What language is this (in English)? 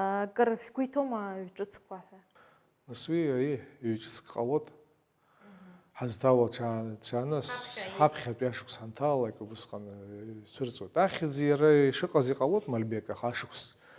Abkhazian